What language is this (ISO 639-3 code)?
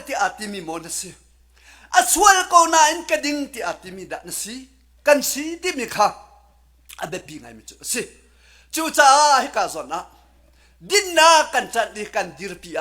cnh